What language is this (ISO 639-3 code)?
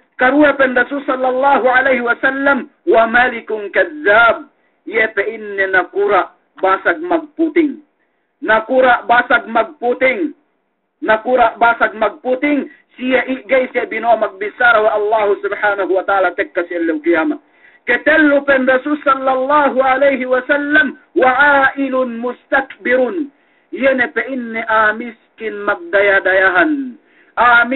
yka